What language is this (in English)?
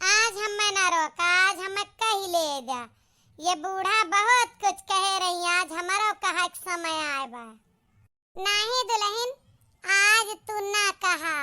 Awadhi